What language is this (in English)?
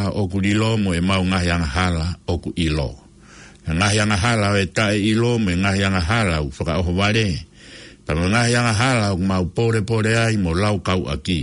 Tongan